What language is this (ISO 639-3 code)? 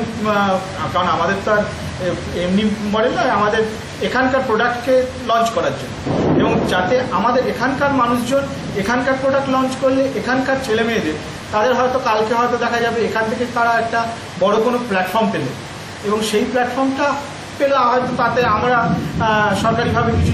ben